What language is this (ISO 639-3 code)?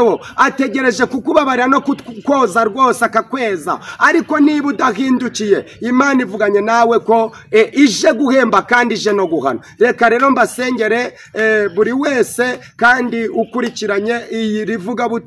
kin